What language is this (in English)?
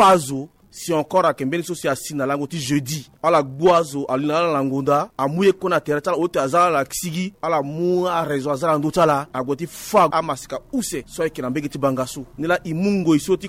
Sango